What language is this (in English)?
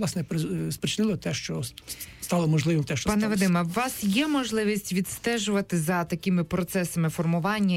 Ukrainian